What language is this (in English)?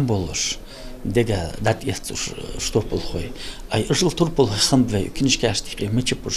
Ingush